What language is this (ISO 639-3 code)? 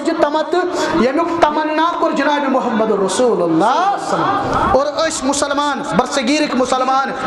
kas